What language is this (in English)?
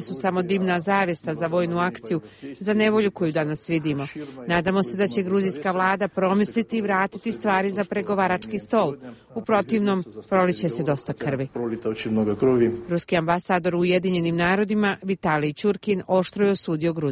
Croatian